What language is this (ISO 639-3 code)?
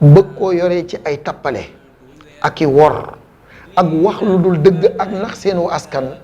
wol